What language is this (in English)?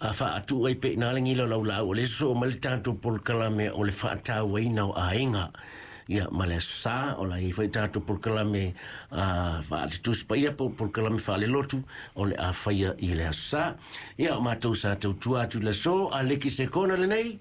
Samoan